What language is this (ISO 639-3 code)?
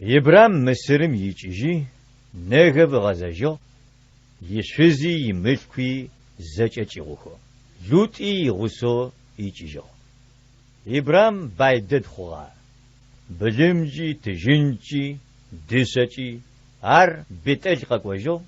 ady